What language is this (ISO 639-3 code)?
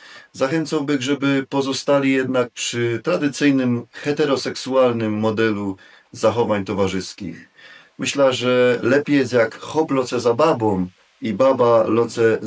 szl